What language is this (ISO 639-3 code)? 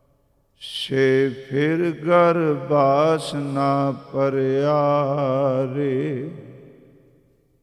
pan